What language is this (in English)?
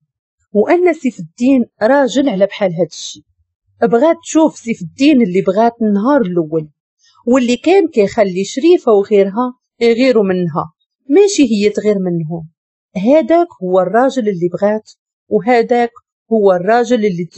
Moroccan Arabic